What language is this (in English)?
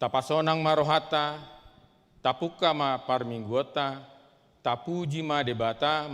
Batak Toba